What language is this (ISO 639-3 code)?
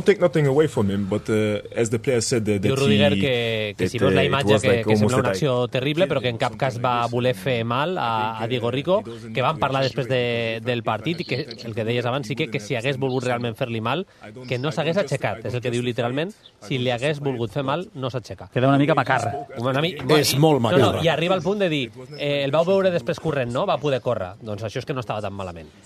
cat